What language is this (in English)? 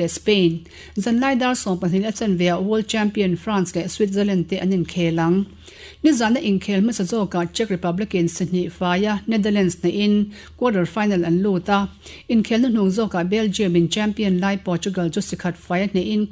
Mizo